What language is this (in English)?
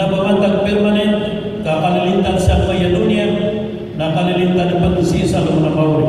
Maranao